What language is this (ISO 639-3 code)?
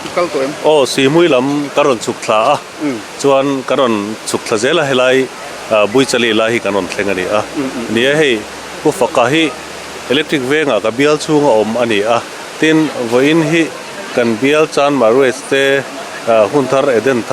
lus